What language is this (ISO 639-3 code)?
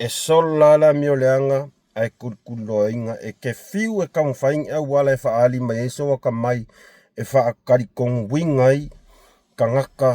smo